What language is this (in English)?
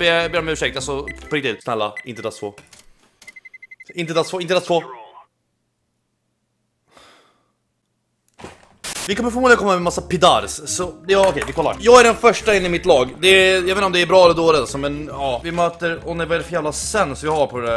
Swedish